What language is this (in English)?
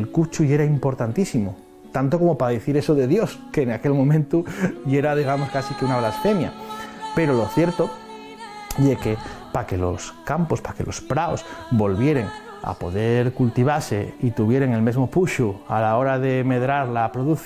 Asturian